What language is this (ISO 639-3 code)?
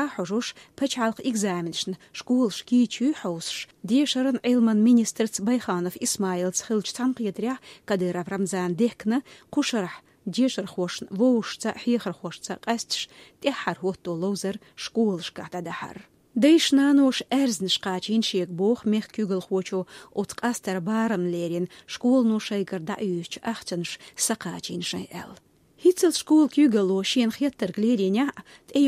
che